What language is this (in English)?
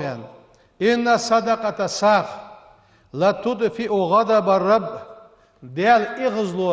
Ingush